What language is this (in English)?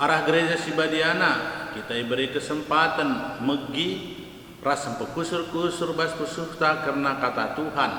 Batak Karo